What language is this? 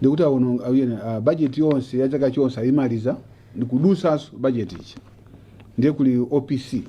Nyanja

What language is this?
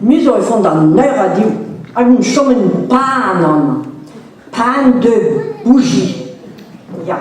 Breton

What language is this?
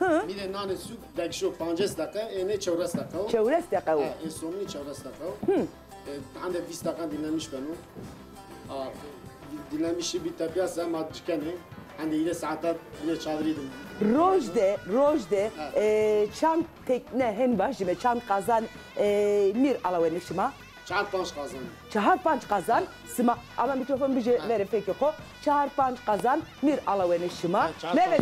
Zaza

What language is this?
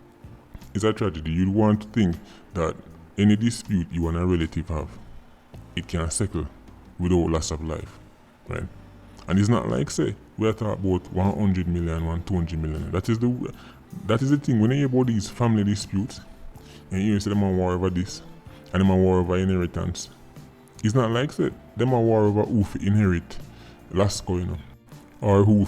Jamaican Creole English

